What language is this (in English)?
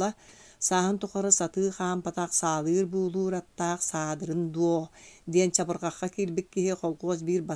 Yakut